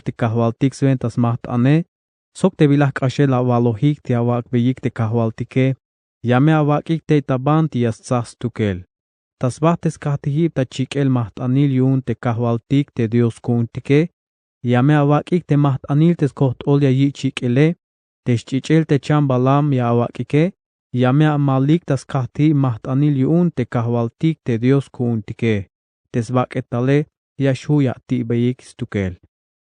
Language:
Tzeltal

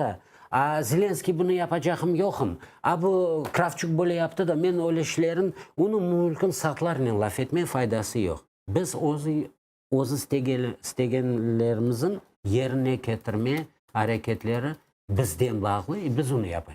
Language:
Crimean Tatar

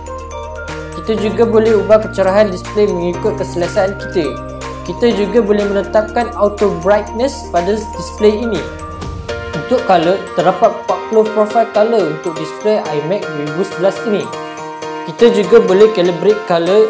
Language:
Malay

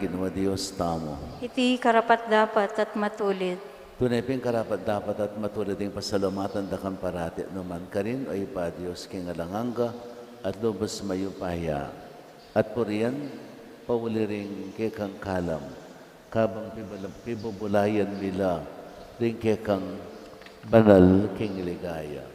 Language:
Pampanga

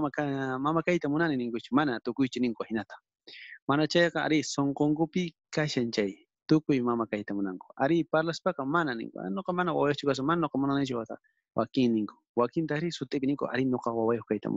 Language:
South Bolivian Quechua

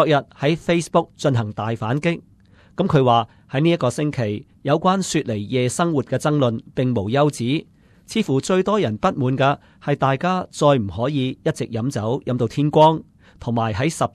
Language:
Cantonese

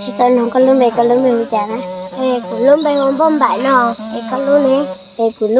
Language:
Hmong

